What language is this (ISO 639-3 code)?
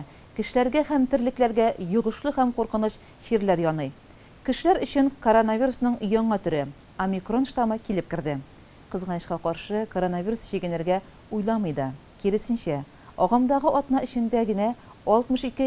tat